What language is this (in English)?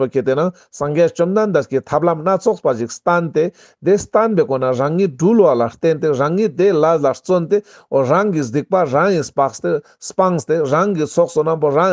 Ladakhi